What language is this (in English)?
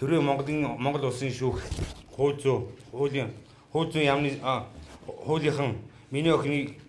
Mongolian